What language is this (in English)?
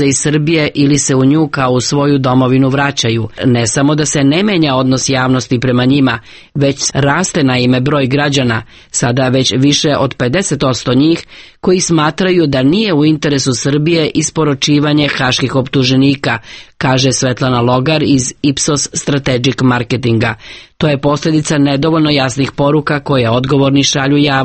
Serbian